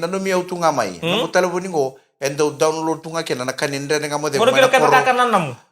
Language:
Fijian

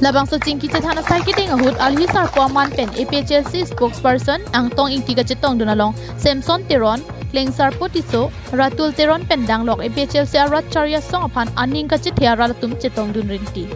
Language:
Karbi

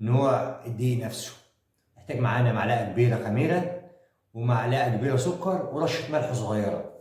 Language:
Egyptian Arabic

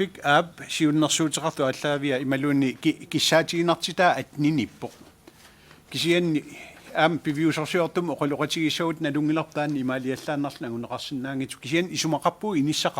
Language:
Kalaallisut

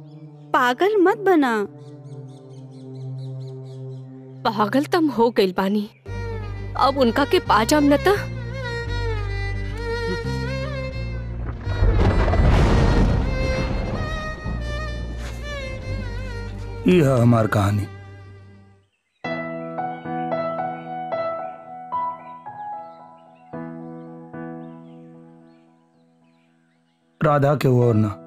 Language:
Bhojpuri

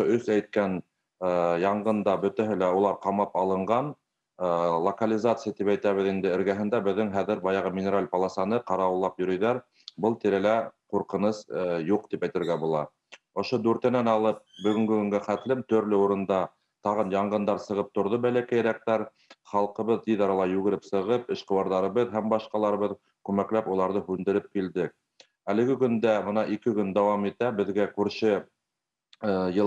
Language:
Bashkir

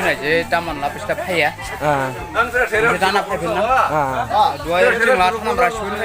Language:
Dimasa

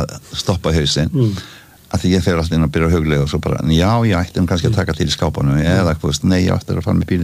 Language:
Icelandic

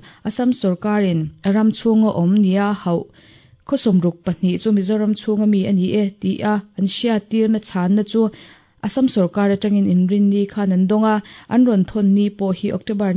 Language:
Mizo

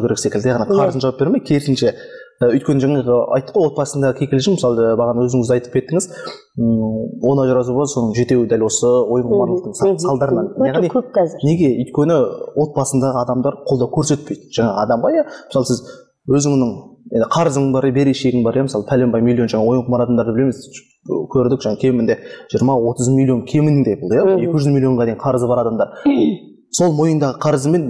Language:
Kazakh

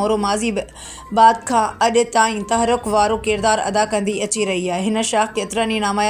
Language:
Sindhi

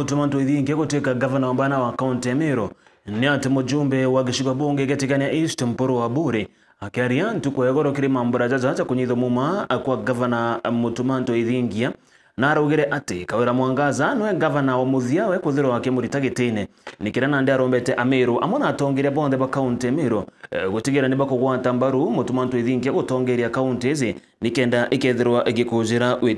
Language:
Meru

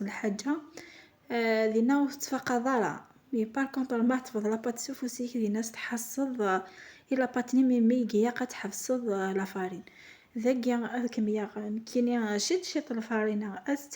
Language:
Kabyle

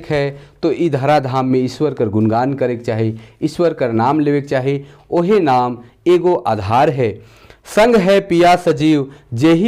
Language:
Sadri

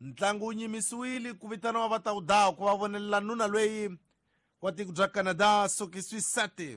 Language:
Tsonga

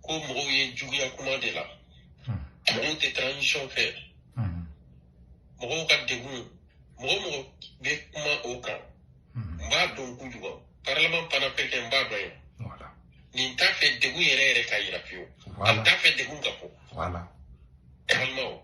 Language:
Bambara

